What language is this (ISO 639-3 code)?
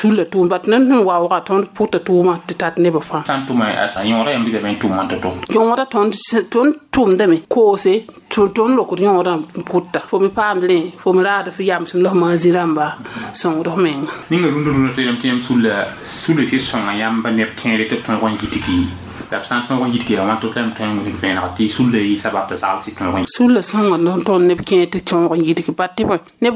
mos